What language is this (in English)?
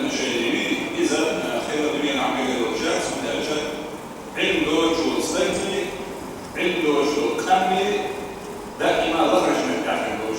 Chechen